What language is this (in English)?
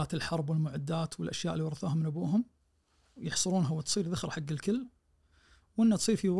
Najdi Arabic